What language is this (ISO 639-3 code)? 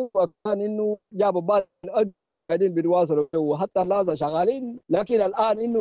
apd